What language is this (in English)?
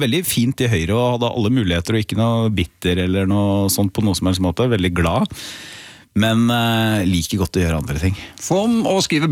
Norwegian